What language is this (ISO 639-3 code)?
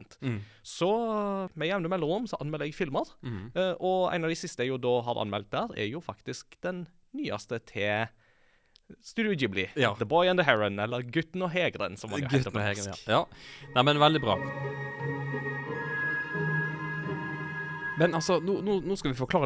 nor